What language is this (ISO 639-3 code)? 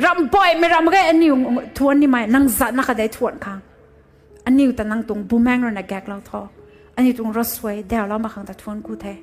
nbu